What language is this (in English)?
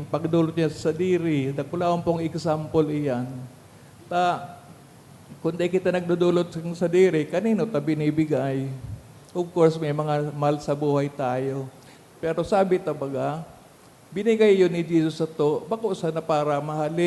Bikol